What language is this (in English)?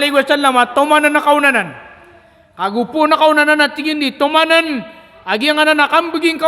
Maranao